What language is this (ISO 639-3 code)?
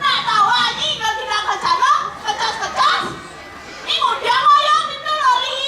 ban